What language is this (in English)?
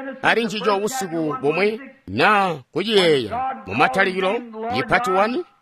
Tonga (Zambia)